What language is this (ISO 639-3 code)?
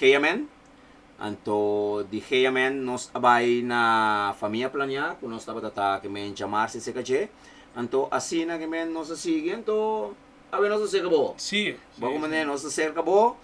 pap